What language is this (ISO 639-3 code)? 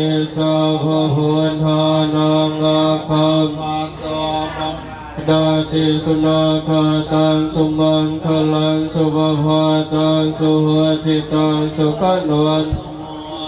pli